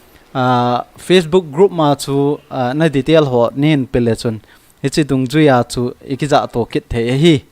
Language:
Thado Chin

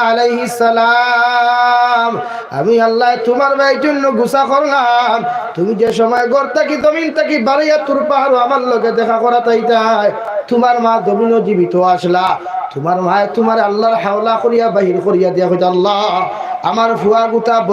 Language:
Sylheti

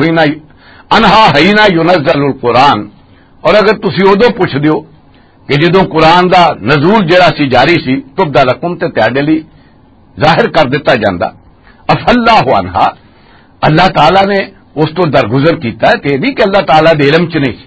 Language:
Western Panjabi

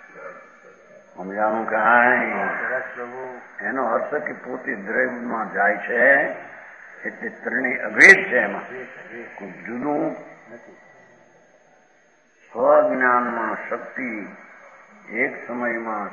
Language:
Gujarati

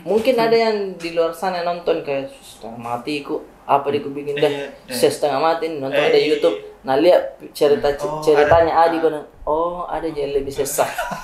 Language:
Makassar Malay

